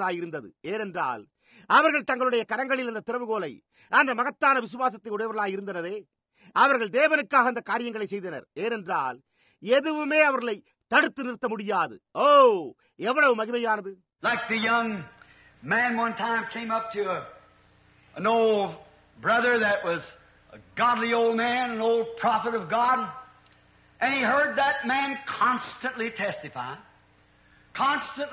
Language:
Tamil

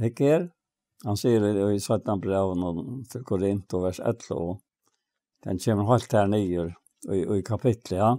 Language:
Faroese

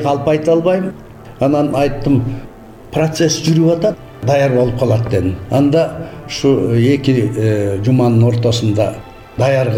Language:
Kyrgyz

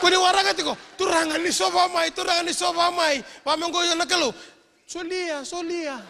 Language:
Fijian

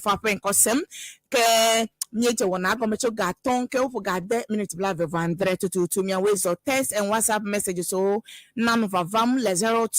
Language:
Ewe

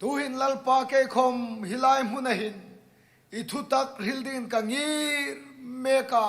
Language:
Hmar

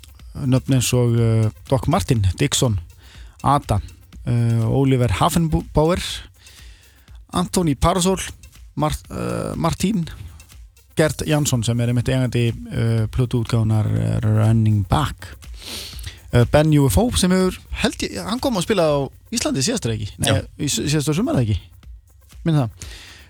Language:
Icelandic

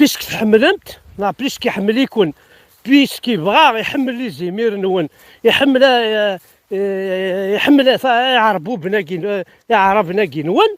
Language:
Kabyle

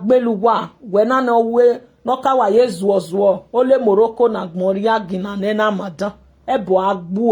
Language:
Nigerian Pidgin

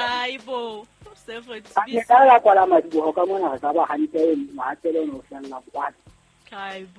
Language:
Southern Sotho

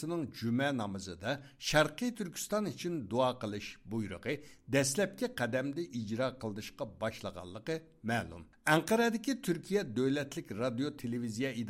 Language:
Uyghur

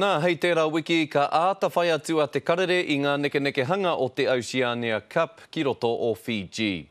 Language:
Māori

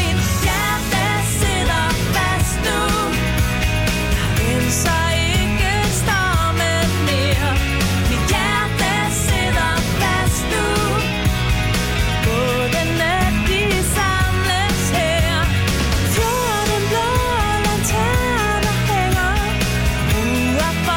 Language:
Danish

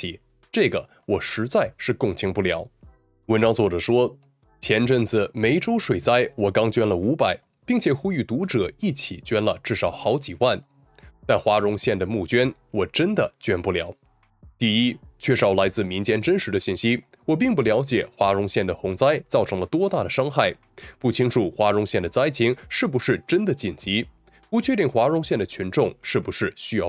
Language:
Chinese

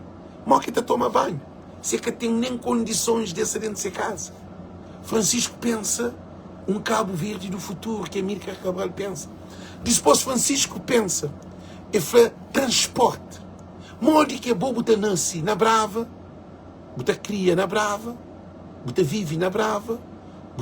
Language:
Kabuverdianu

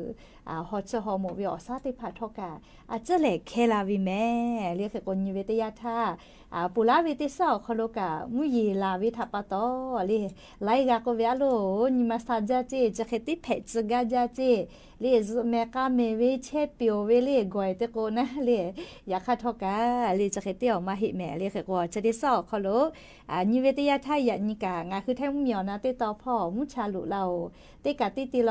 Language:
Lahu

